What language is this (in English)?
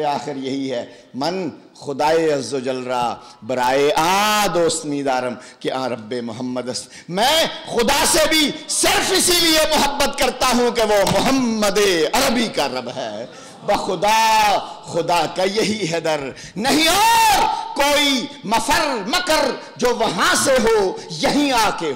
Urdu